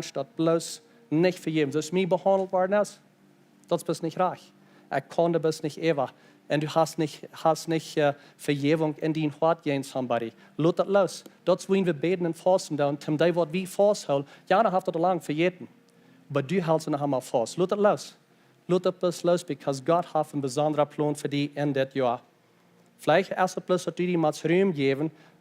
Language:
Plautdietsch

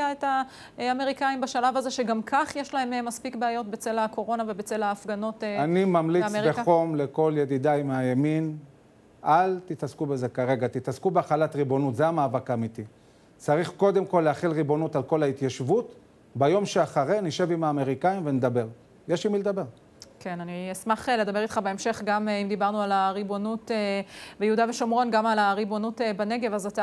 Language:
Hebrew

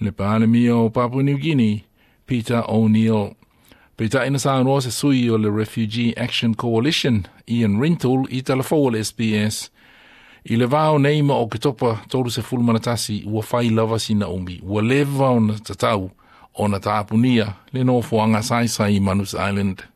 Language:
Samoan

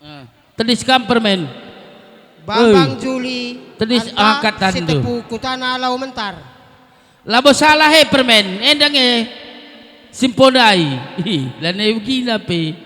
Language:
Batak Karo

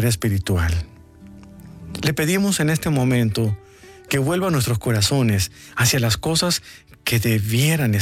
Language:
Spanish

